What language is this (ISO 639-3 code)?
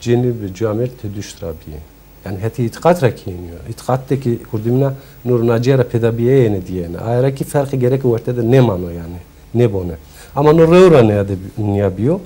zza